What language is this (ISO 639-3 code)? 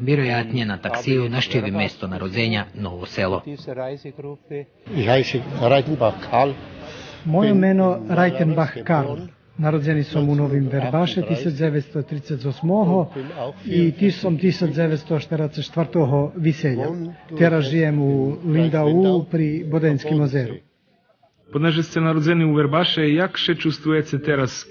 rue